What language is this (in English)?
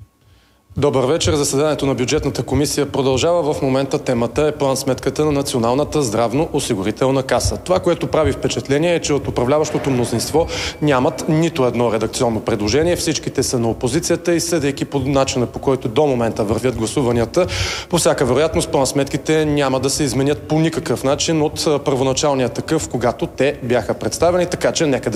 Bulgarian